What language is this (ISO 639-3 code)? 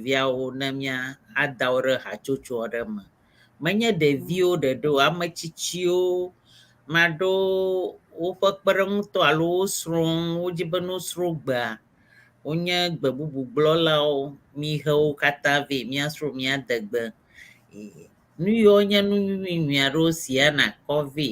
ewe